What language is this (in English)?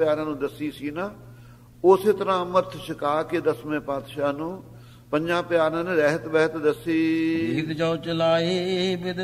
Punjabi